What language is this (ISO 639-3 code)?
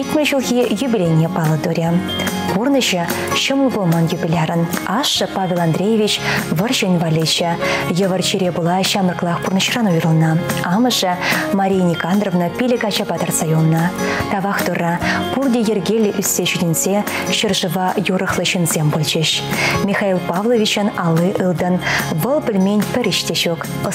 chv